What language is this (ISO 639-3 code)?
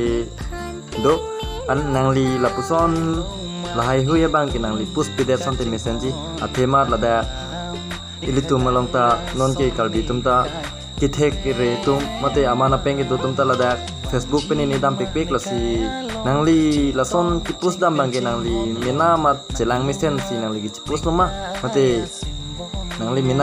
mjw